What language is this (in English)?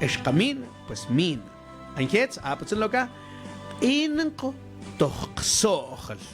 Mam